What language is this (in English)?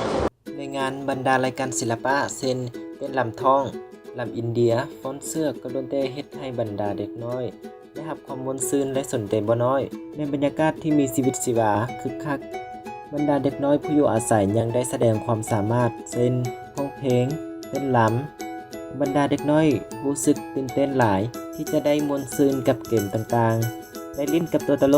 Lao